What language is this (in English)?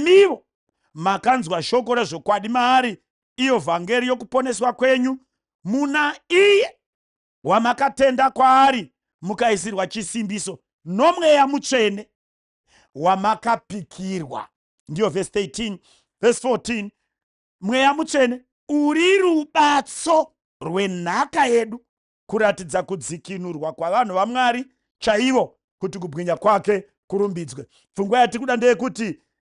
Shona